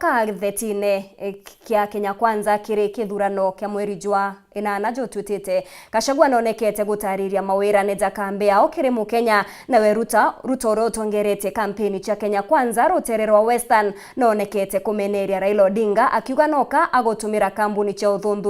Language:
Meru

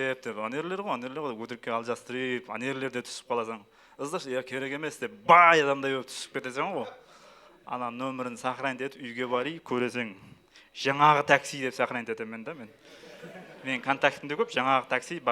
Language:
Kara-Kalpak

